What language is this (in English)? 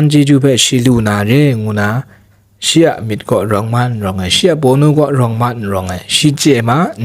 Kachin